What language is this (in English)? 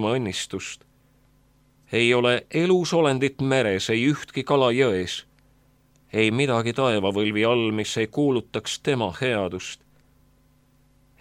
Estonian